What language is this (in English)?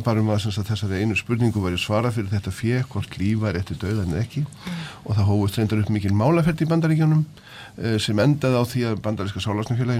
Icelandic